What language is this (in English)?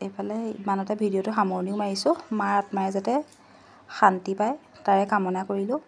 Assamese